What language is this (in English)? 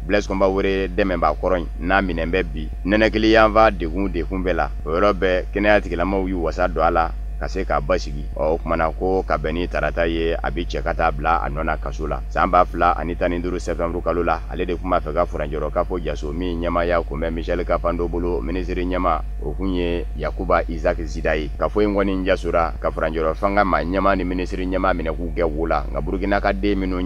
Bambara